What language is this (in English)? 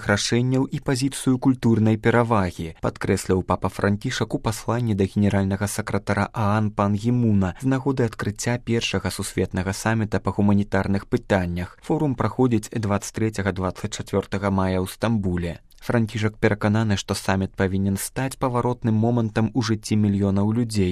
Belarusian